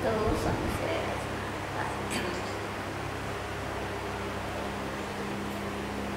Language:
Marathi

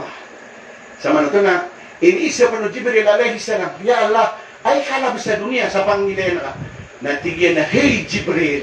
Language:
Maranao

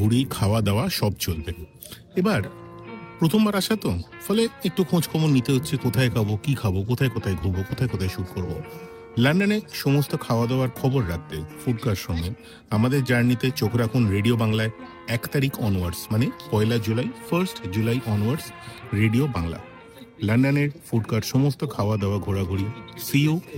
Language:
Bangla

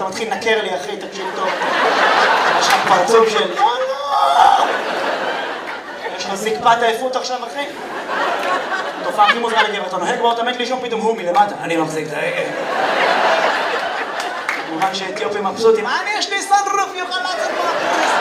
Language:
Hebrew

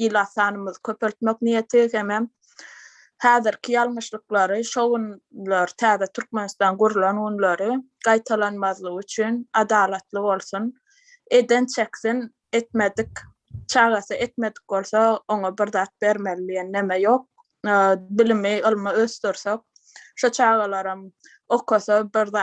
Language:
Turkmen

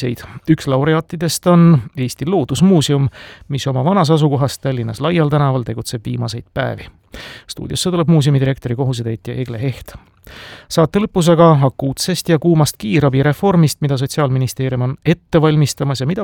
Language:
Estonian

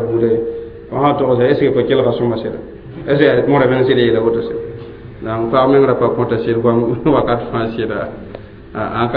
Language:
Mossi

